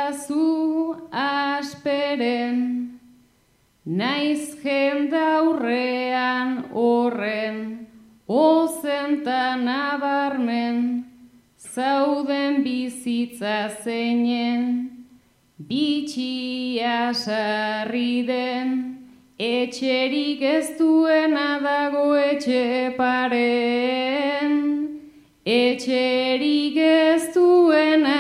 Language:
Basque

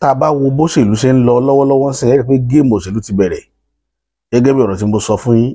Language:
Yoruba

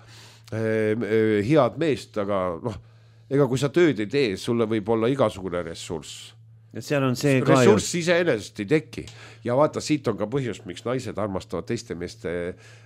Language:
Estonian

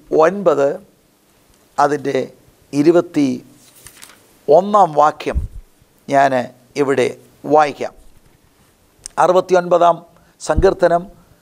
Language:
Malayalam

